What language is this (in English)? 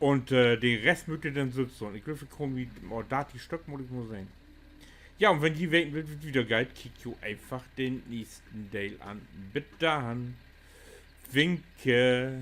Low German